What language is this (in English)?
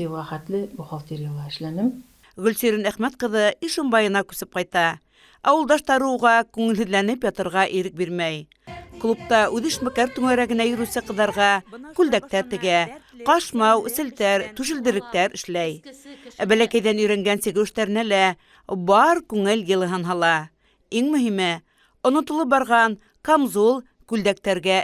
Bashkir